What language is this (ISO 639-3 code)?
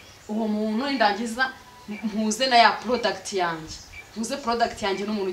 kin